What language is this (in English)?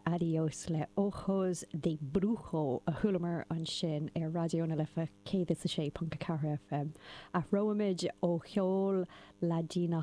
Irish